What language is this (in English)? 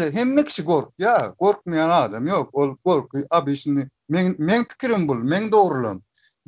Turkmen